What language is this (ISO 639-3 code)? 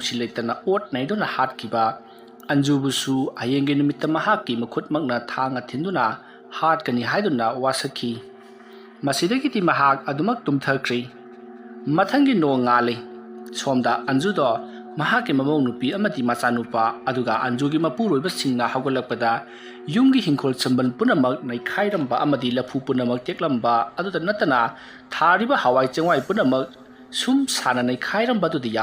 mni